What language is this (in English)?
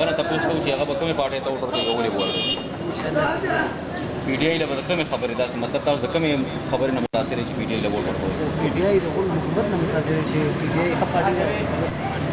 Pashto